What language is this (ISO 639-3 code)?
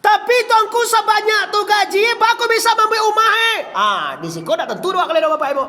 min